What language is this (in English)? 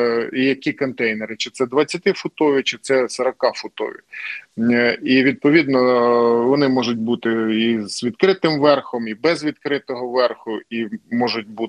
Ukrainian